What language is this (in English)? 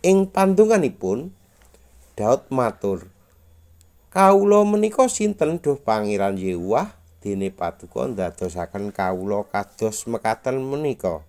Javanese